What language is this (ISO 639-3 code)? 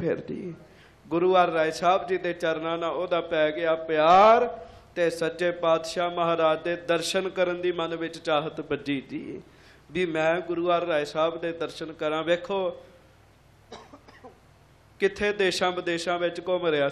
pan